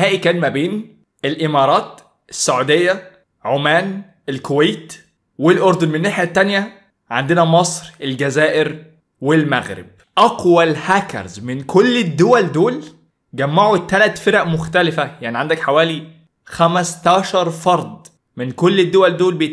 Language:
Egyptian Arabic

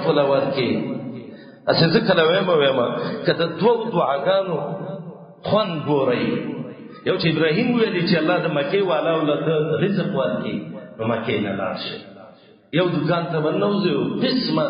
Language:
Pashto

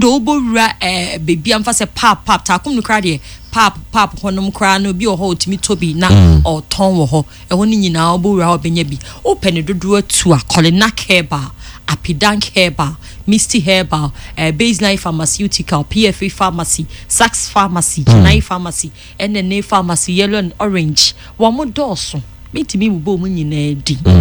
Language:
Akan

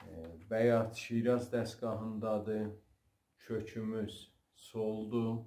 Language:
South Azerbaijani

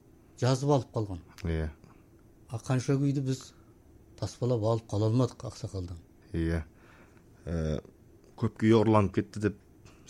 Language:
Kazakh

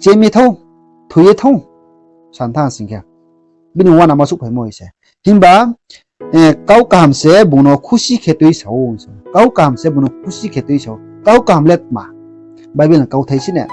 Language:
Riang (India)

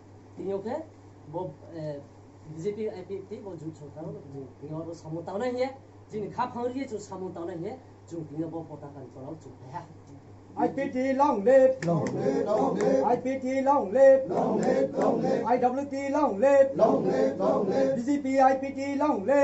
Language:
Riang (India)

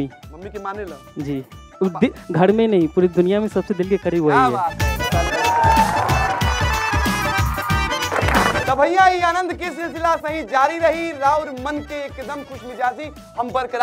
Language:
Bhojpuri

